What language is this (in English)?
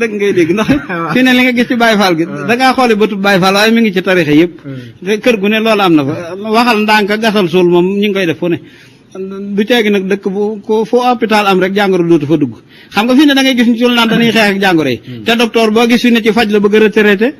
Wolof